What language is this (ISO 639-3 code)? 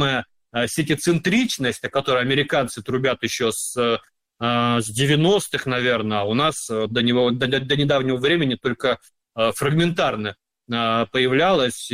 rus